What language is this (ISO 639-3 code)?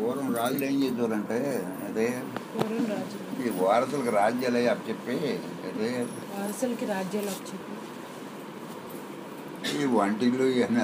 tel